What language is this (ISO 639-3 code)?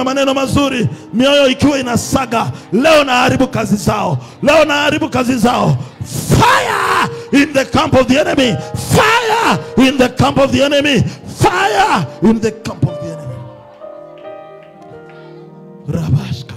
swa